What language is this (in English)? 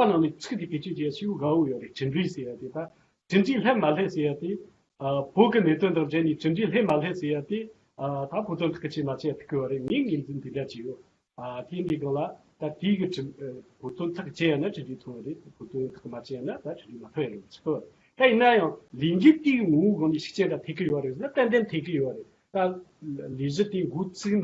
Tibetan